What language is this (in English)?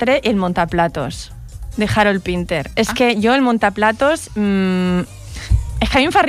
Catalan